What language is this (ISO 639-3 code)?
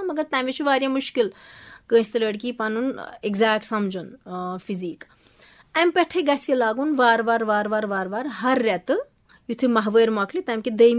kas